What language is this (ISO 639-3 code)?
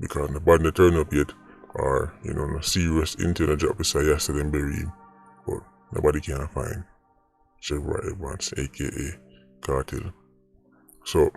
jam